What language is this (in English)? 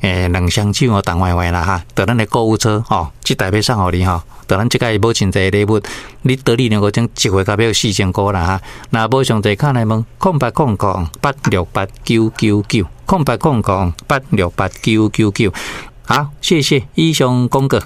Min Nan Chinese